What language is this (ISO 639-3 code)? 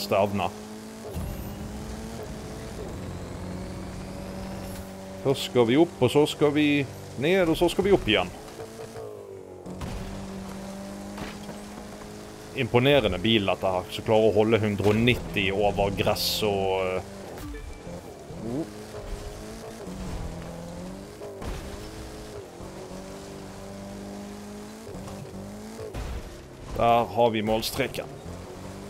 nor